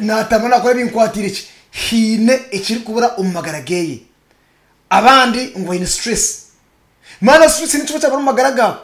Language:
Nyankole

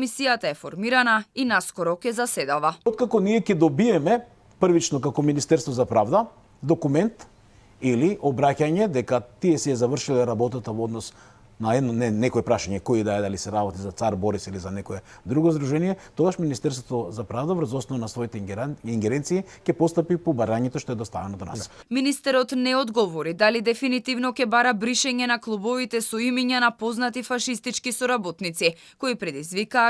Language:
Macedonian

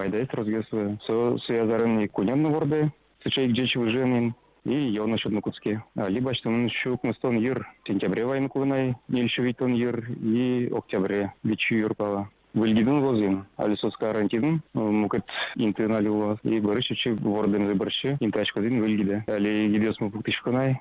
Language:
Udmurt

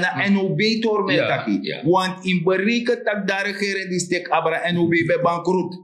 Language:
Sranan Tongo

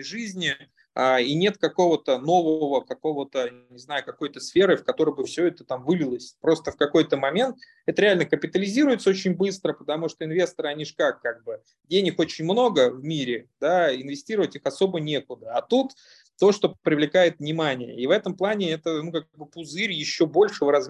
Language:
Russian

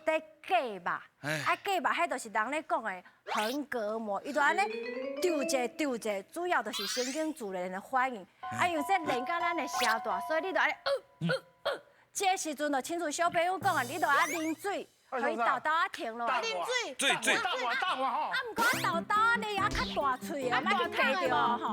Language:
Min Nan Chinese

